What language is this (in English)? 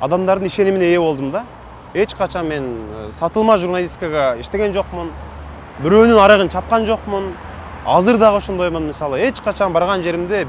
Kyrgyz